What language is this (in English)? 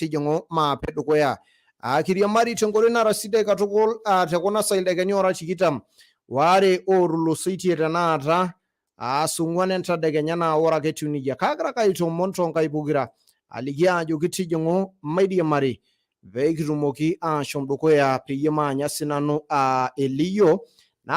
Masai